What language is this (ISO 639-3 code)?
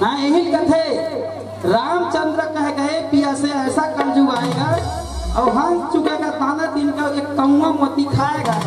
hne